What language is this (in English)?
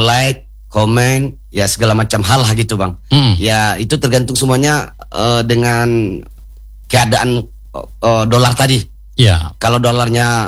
Indonesian